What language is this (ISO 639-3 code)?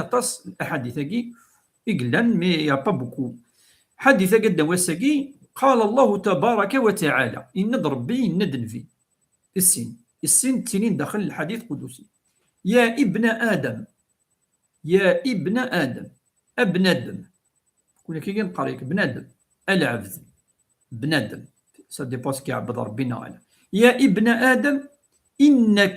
kab